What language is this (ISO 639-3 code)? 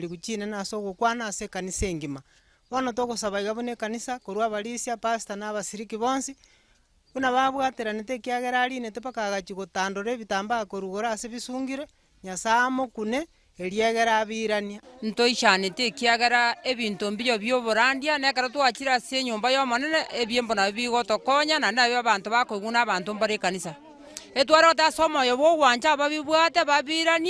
guz